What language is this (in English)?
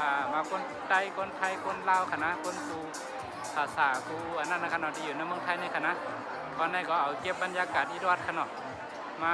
Shan